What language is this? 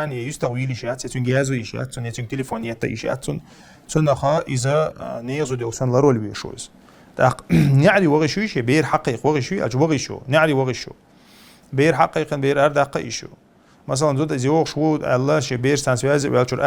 Chechen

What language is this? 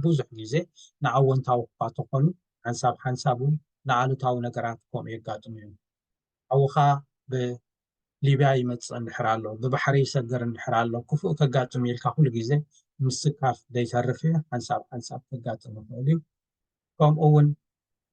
Tigrinya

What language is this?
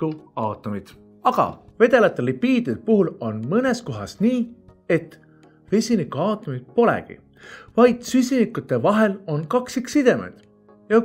Estonian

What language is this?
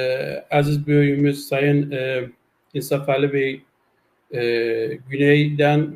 South Azerbaijani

